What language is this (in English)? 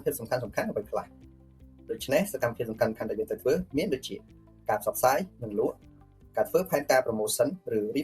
Khmer